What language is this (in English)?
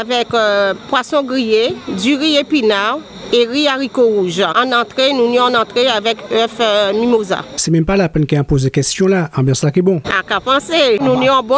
Guadeloupean Creole French